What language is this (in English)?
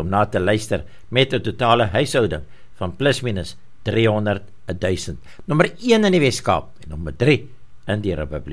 Afrikaans